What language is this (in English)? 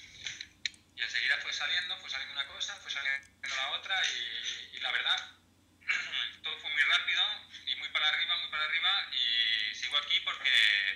Spanish